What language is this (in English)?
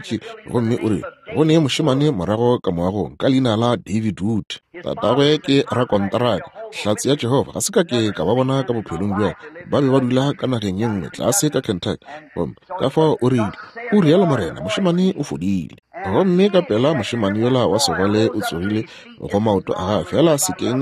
Northern Sotho